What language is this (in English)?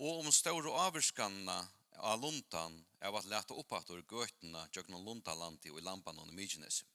Faroese